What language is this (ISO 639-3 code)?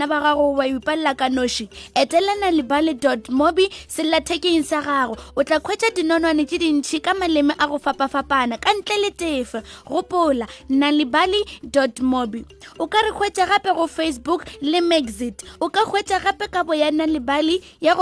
nso